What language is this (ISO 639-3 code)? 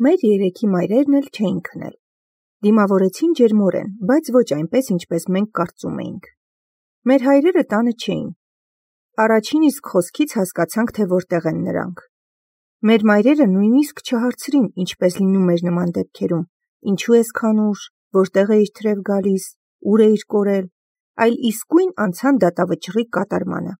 hye